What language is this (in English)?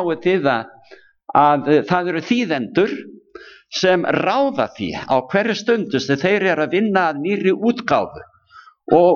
Icelandic